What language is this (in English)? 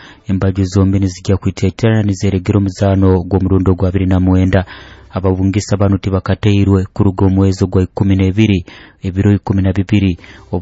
Nyoro